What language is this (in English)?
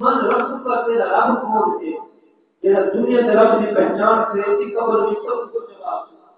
Saraiki